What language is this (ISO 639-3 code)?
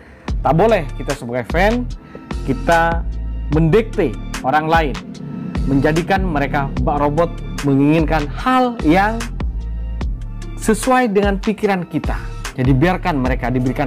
ind